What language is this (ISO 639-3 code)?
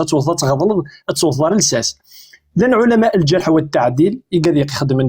kab